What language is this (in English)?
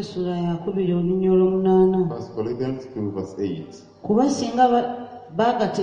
Ganda